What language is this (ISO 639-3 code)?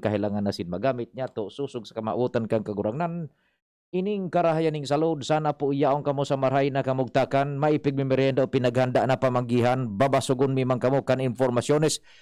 bik